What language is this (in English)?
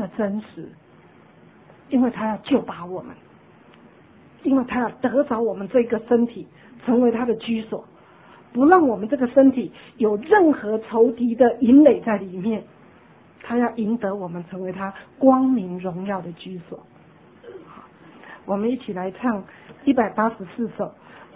Chinese